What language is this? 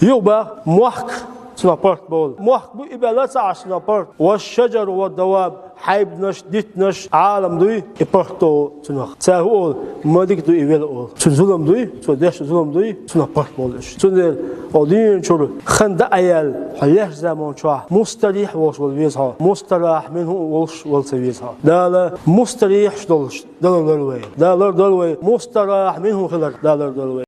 Chechen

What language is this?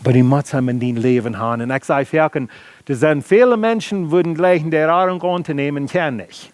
Plautdietsch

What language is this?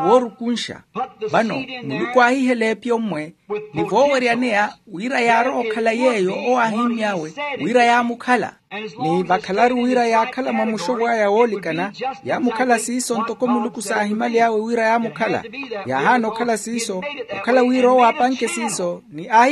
Makhuwa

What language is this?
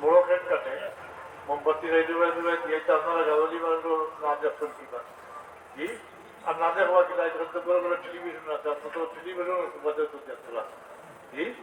Sylheti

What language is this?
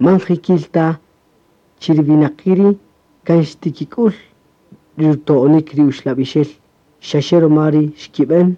Kaqchikel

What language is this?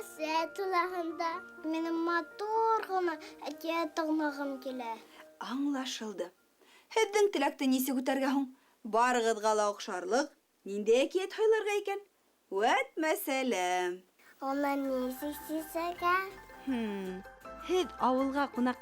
Bashkir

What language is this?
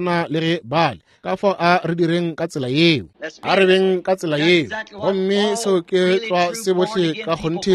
Northern Sotho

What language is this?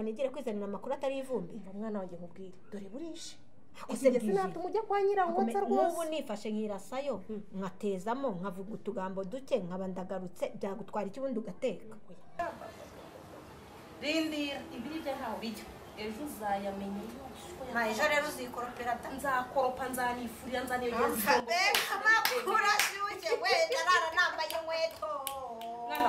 Kinyarwanda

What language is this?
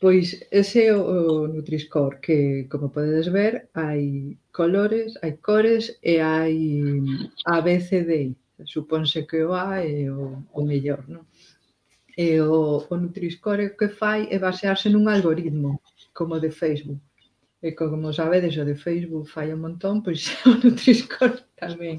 Galician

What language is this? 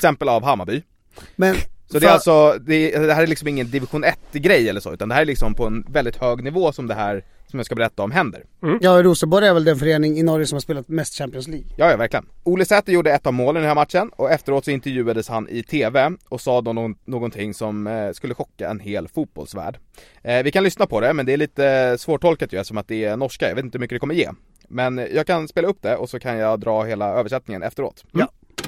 Swedish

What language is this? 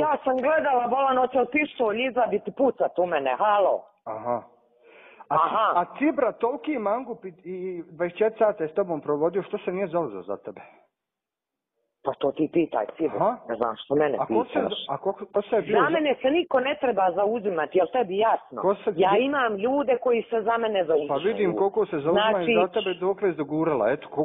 Bosnian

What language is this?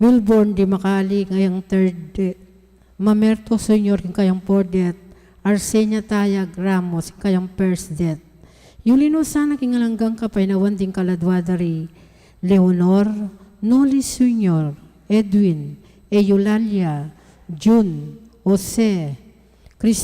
Pampanga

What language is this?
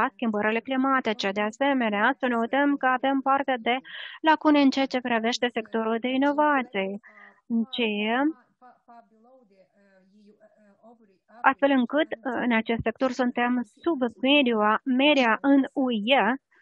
Romanian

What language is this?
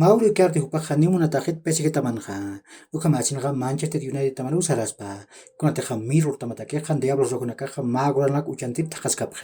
Aymara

